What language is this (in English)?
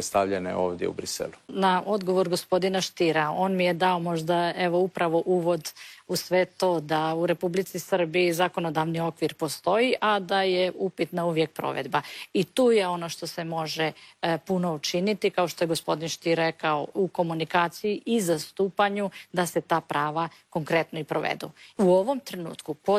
Croatian